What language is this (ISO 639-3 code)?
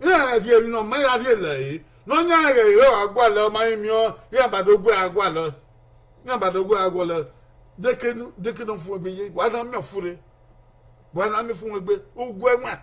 bin